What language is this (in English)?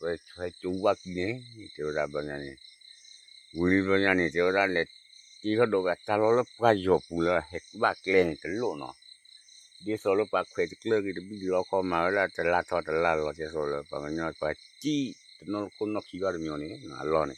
S'gaw Karen